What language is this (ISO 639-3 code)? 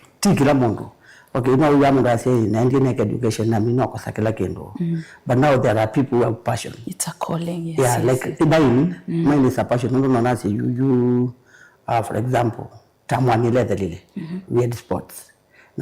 kam